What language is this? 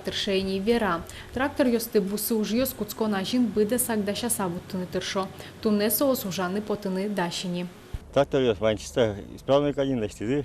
Udmurt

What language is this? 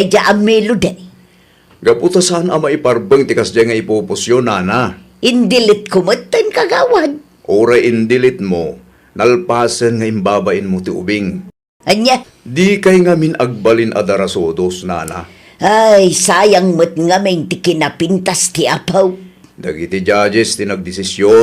Iloko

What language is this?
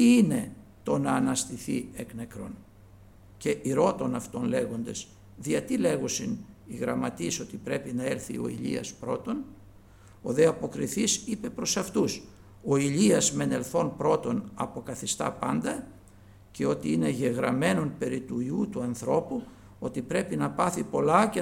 Greek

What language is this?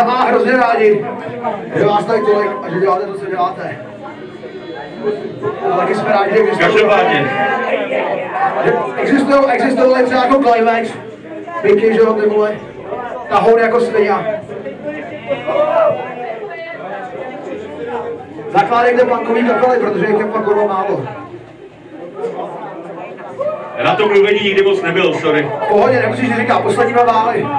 Czech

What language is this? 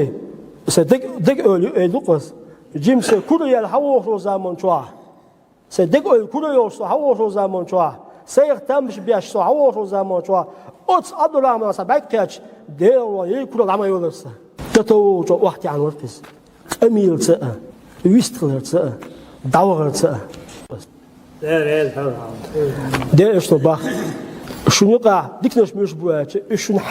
Chechen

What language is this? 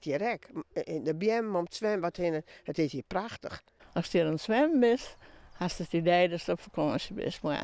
Western Frisian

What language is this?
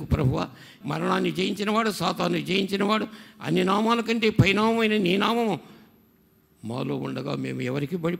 Telugu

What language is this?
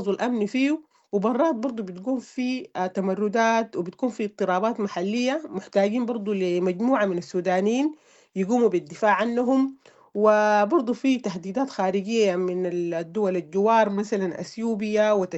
Sudanese Arabic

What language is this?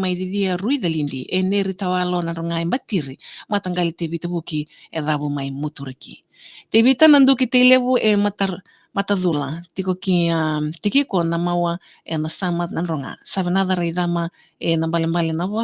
Fijian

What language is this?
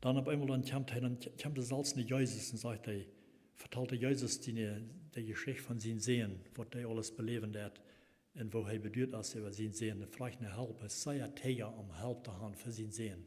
Plautdietsch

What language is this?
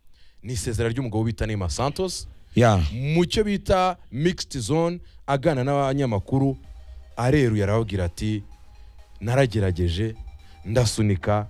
Kinyarwanda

